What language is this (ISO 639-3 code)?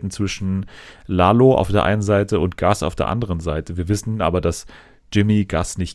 deu